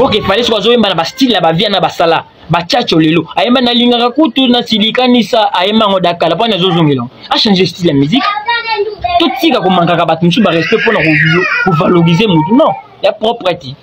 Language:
Lingala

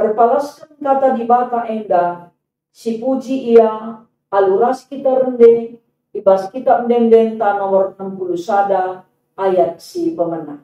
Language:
Batak Karo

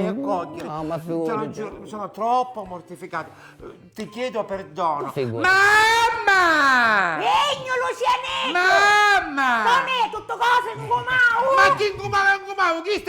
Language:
Sicilian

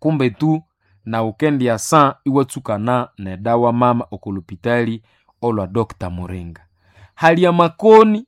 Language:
Nande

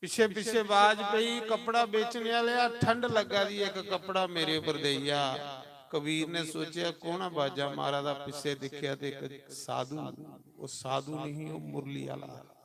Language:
Dogri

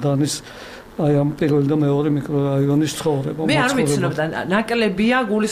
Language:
Georgian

